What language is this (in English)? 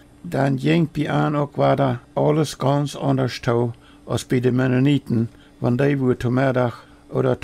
Plautdietsch